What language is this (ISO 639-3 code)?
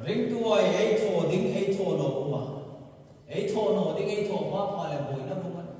hmr